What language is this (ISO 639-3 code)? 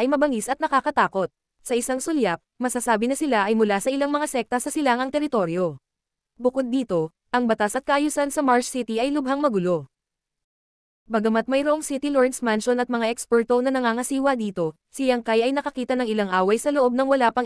fil